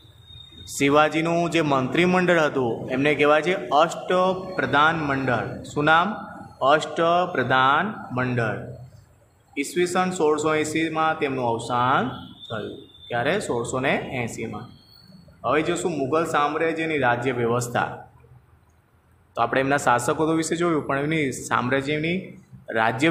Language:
Gujarati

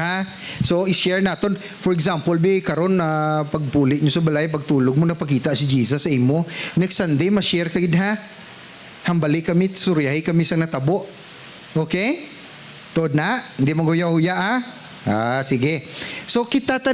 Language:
Hiligaynon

